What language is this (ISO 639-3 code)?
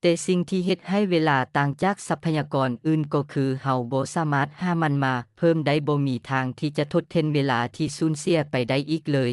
lao